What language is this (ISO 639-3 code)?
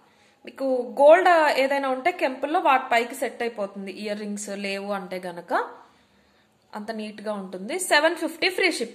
tel